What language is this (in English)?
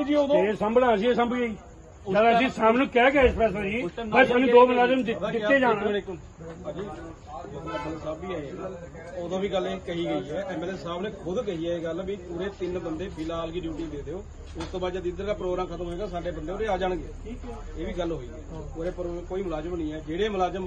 Punjabi